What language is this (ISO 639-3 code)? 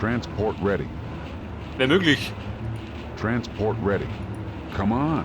bar